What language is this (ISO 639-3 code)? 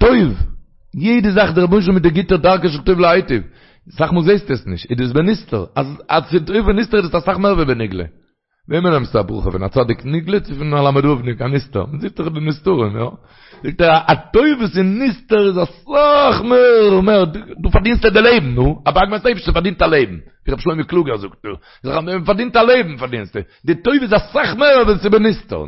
yid